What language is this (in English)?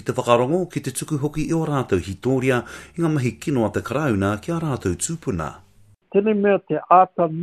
Māori